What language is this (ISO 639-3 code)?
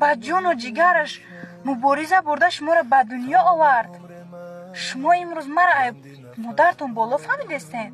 tgk